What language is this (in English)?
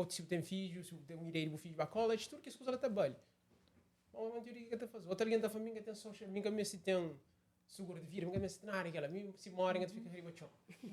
Kabuverdianu